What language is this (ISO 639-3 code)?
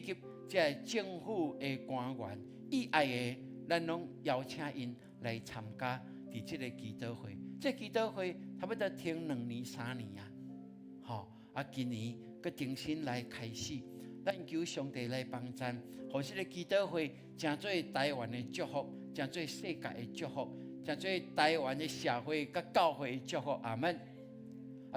nan